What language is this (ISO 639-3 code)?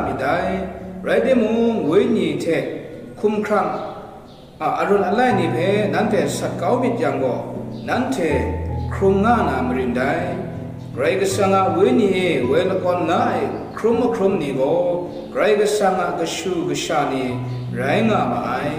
kac